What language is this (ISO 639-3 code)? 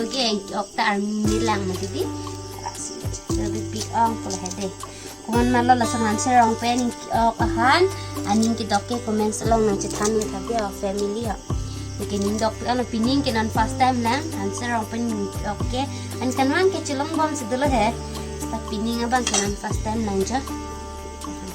mjw